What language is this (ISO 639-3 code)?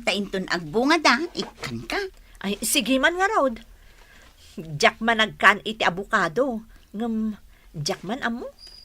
ilo